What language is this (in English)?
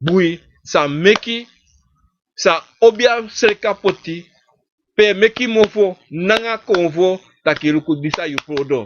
Sranan Tongo